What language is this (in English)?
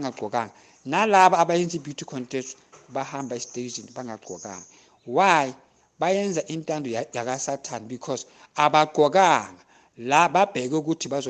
Zulu